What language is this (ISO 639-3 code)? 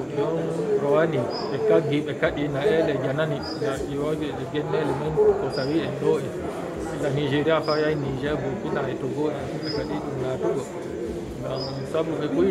ful